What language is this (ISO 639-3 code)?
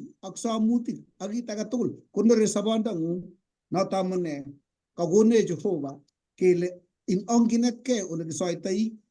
kln